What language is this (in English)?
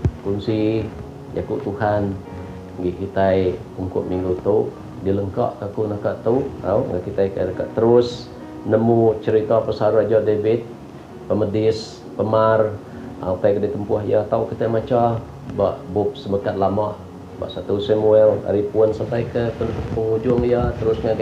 Iban